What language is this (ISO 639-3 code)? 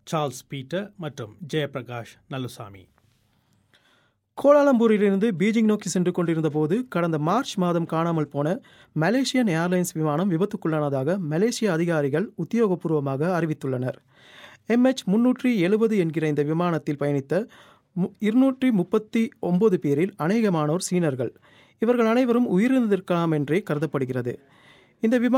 tam